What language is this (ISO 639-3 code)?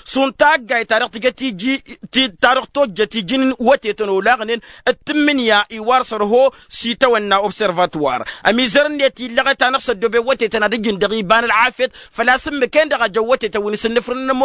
taq